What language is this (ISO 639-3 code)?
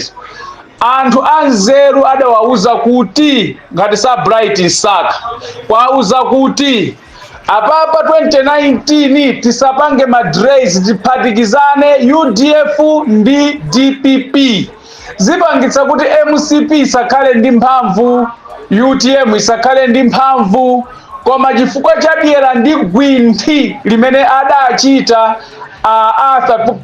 nya